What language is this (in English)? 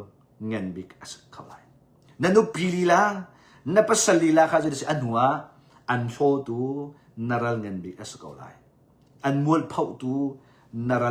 Hakha Chin